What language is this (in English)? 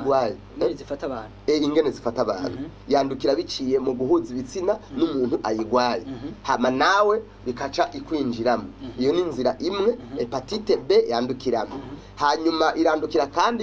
Rundi